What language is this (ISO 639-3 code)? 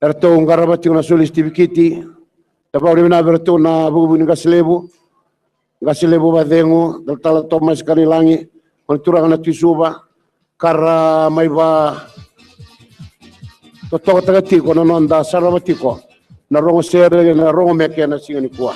fij